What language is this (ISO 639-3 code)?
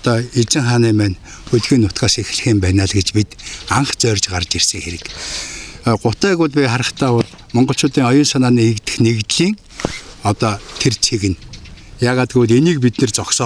mon